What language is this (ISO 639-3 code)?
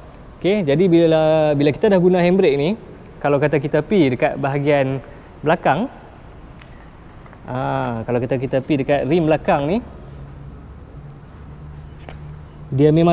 msa